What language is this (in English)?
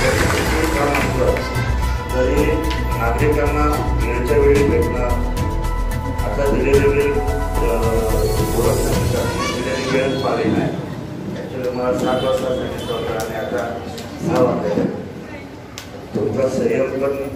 Marathi